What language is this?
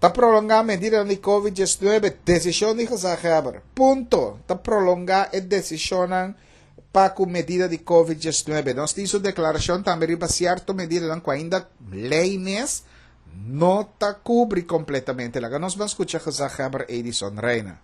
Papiamento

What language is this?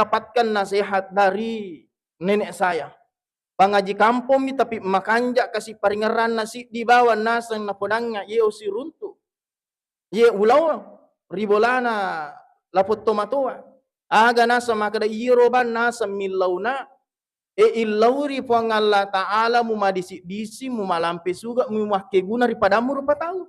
Buginese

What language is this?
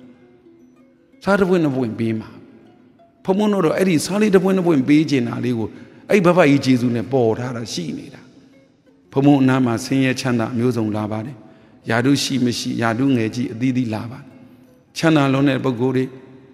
Burmese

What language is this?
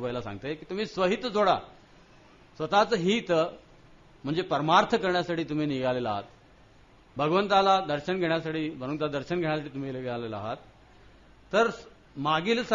Marathi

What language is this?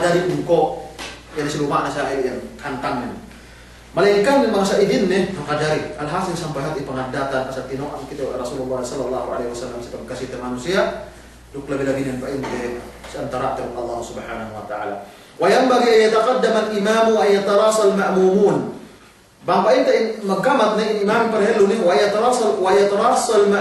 Yakan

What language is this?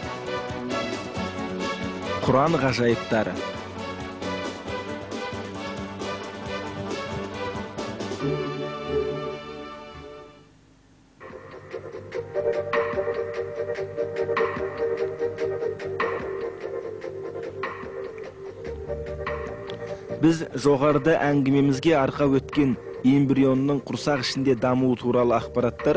Kazakh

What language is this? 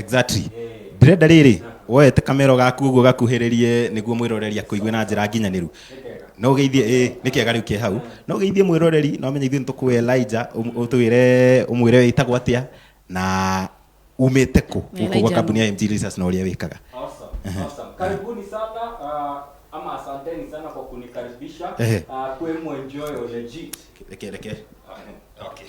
Kikuyu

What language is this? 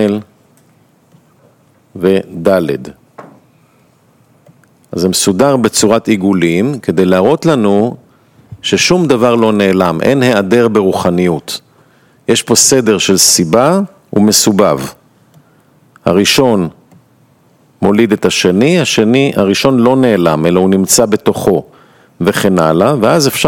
Hebrew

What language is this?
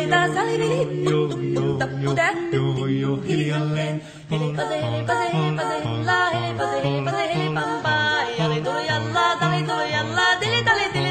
Finnish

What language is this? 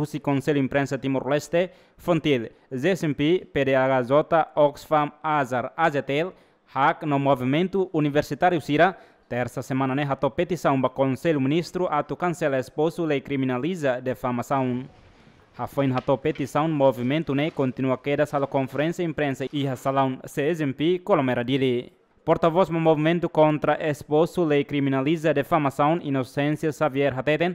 Tetum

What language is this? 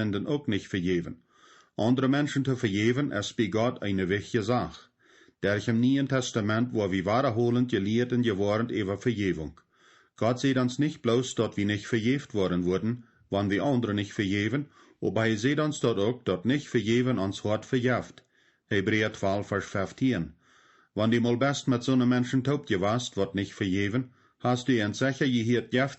Plautdietsch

